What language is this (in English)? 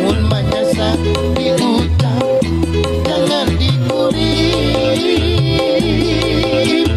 Banjar